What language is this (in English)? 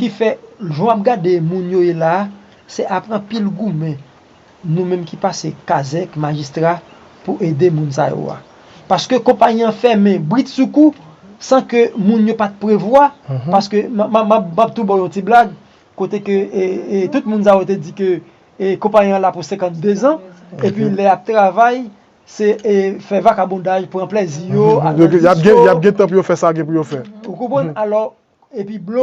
Haitian Creole